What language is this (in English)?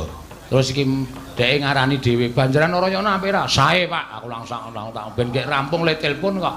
Javanese